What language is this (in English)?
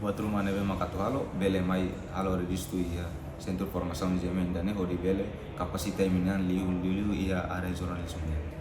Tetum